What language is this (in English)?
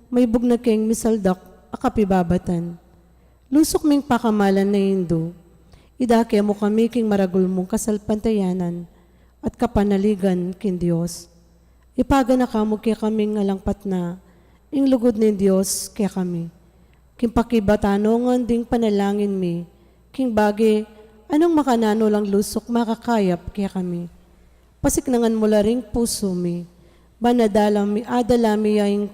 Pampanga